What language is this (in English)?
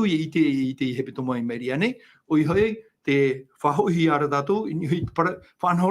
Tahitian